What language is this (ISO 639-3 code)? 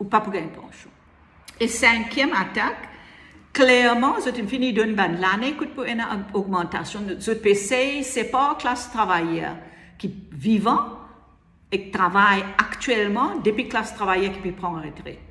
mfe